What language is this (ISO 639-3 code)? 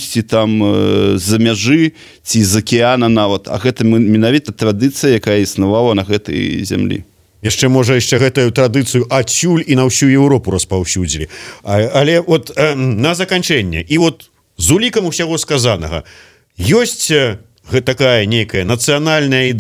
bel